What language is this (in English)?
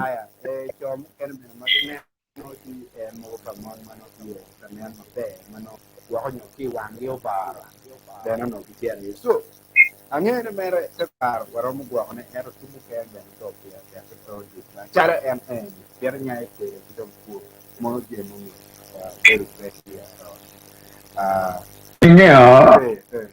Acoli